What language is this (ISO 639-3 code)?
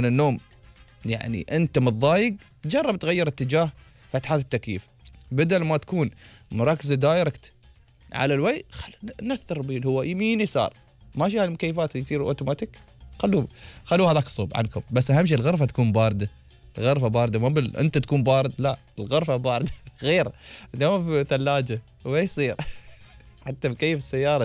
afb